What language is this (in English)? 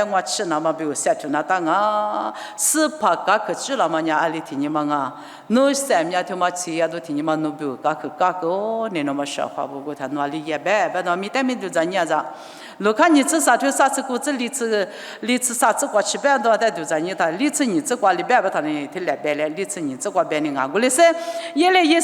Lisu